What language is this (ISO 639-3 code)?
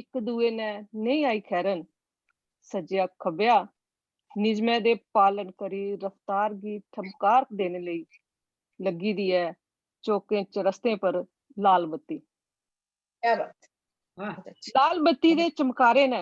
doi